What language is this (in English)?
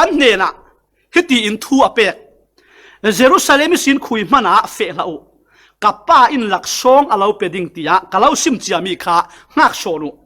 Falam Chin